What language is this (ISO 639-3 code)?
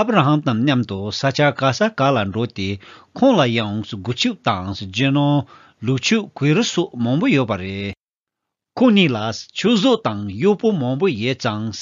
bod